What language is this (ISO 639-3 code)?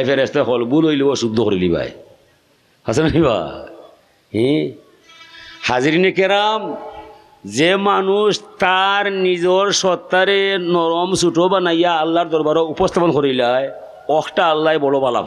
syl